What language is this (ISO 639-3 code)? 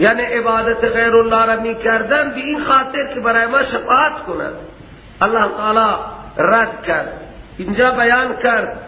fas